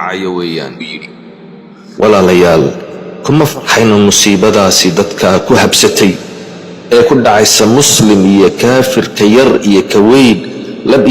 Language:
Somali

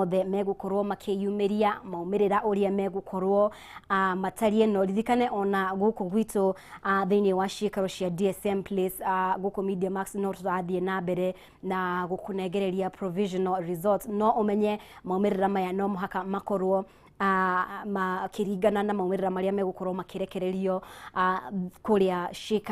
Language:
Kikuyu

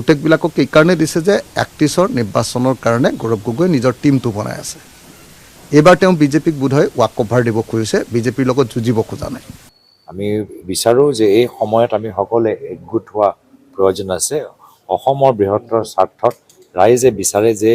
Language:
Assamese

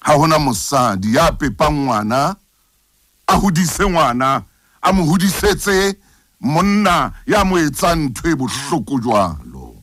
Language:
Southern Sotho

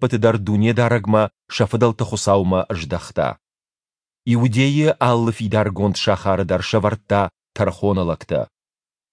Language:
Ossetic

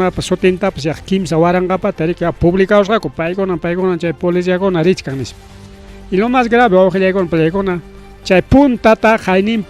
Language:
Ayacucho Quechua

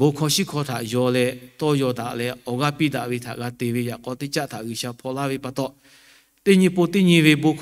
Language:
Lahu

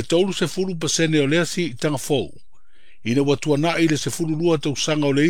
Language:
Samoan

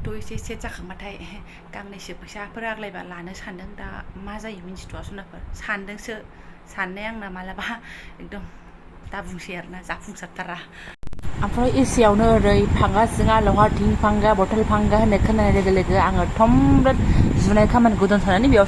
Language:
Bodo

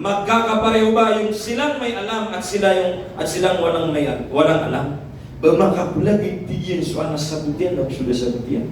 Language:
Maranao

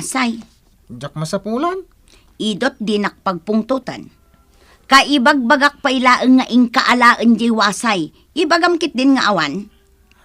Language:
Iloko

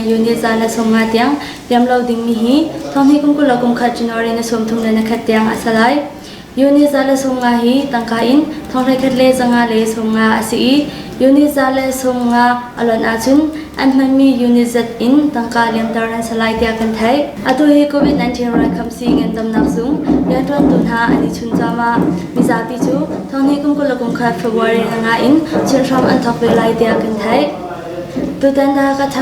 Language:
Hakha Chin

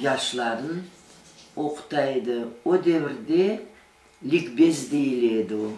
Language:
Crimean Tatar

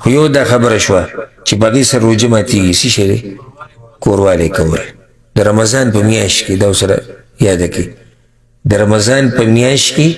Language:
Pashto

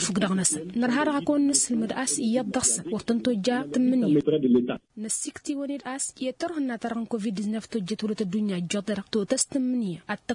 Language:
Tamasheq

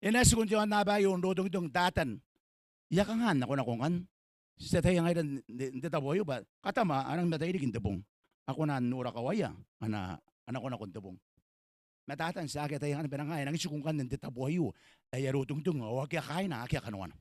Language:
Gilbertese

